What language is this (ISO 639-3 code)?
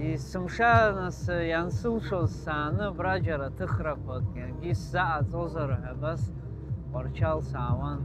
abk